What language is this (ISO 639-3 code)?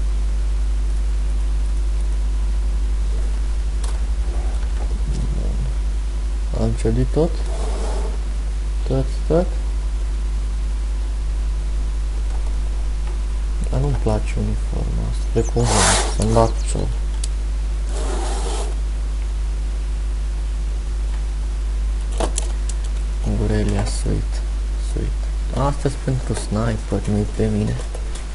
ron